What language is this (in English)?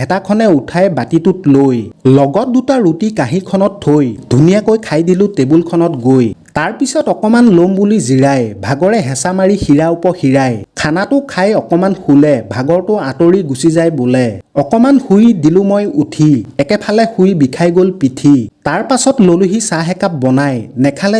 Assamese